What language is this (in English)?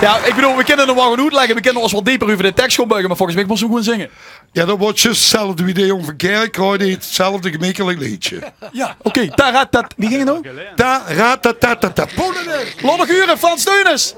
Limburgish